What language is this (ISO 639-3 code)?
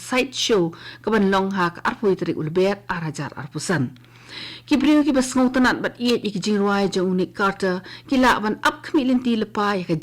kha